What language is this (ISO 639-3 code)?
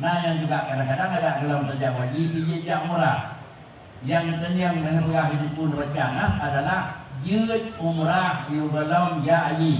ace